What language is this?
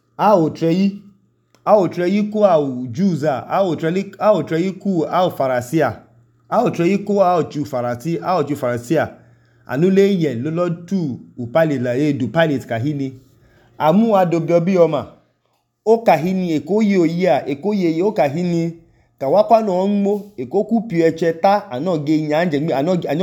Idoma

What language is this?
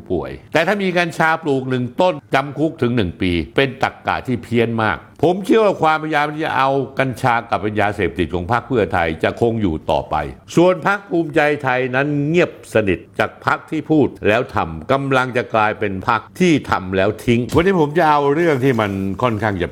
Thai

